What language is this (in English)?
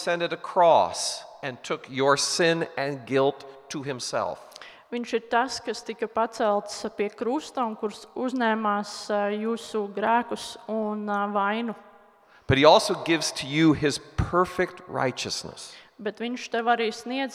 Latvian